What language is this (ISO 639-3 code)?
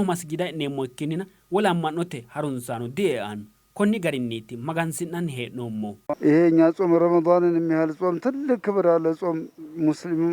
sid